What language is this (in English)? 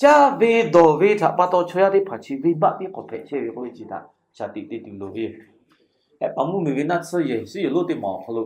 Lahu